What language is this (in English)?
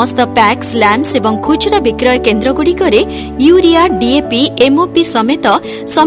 Odia